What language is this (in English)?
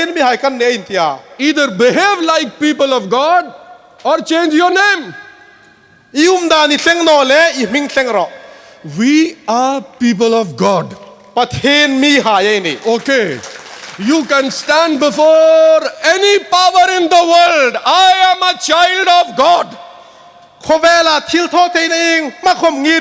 Hmar